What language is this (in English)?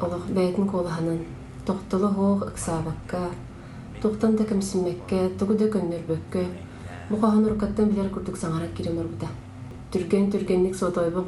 Yakut